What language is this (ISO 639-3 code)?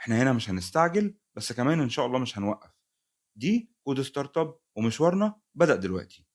arz